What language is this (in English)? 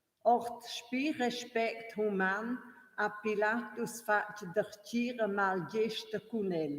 Romansh